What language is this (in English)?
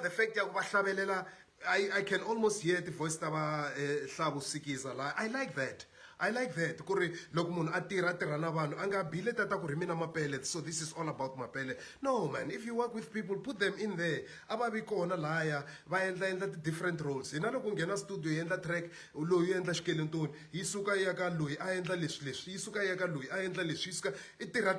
Tsonga